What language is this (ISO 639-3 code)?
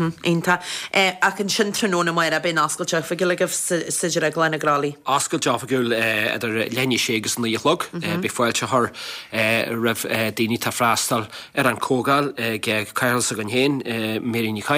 gle